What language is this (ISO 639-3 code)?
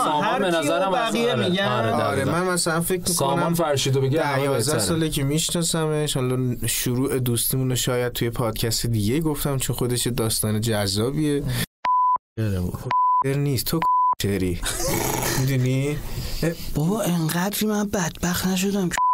fas